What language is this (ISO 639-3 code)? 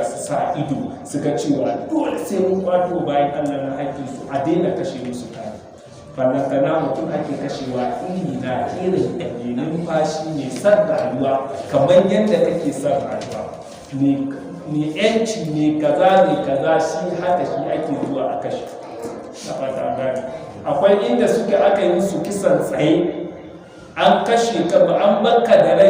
hau